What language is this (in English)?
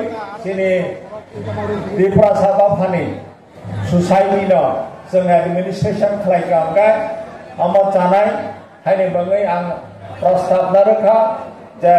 Riang (India)